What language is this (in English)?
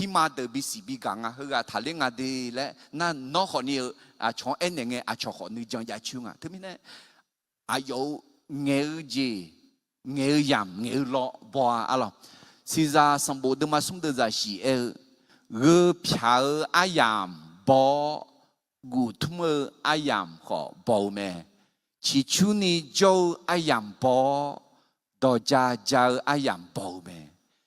Akha